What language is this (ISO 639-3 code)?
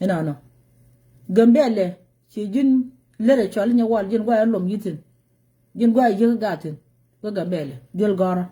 nus